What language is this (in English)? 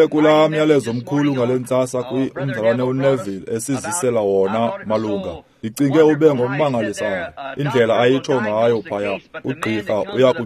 Xhosa